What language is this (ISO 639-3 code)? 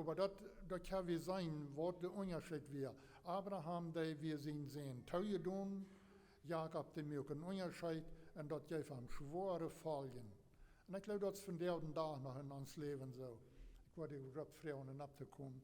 pdt